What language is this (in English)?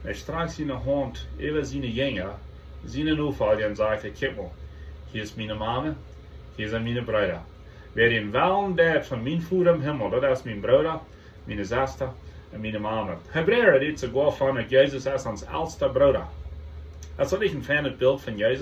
Plautdietsch